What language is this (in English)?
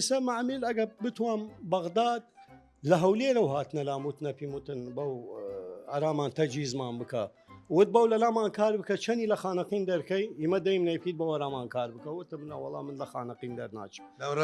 Southern Kurdish